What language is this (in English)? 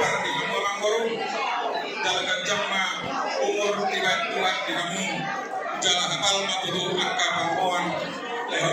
Batak Toba